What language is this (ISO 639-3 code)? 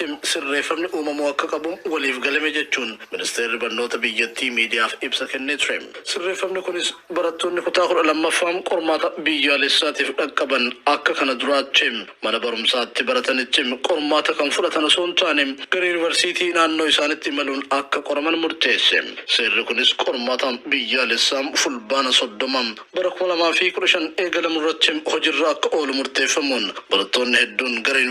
orm